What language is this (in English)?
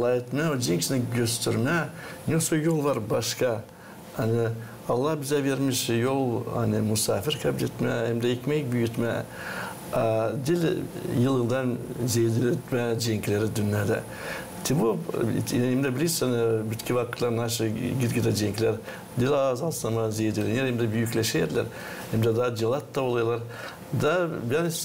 Gagauz